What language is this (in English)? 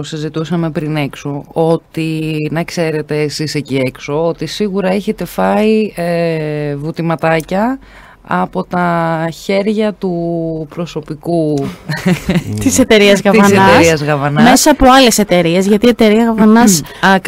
Greek